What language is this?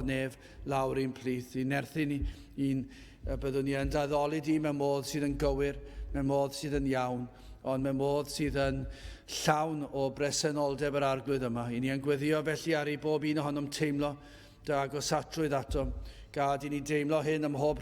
Welsh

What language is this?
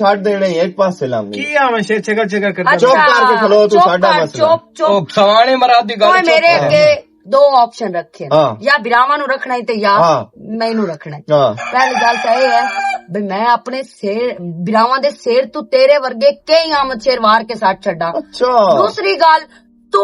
Western Panjabi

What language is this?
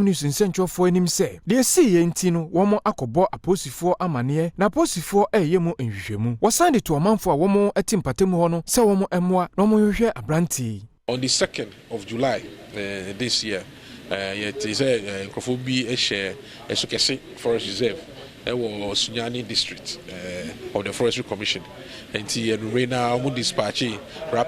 Akan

